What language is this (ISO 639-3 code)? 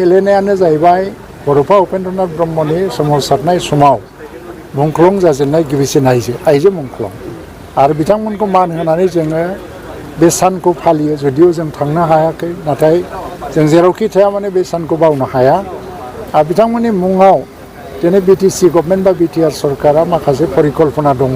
brx